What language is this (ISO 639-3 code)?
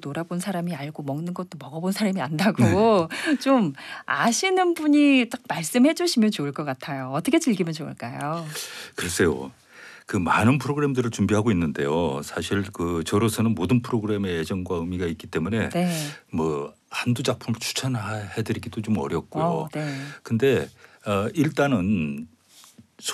kor